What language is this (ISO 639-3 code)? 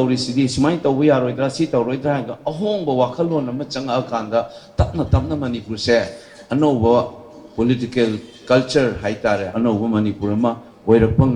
mni